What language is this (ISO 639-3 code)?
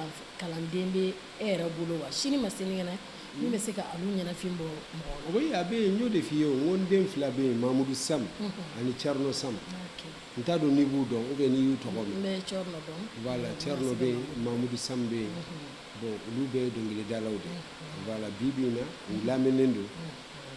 bam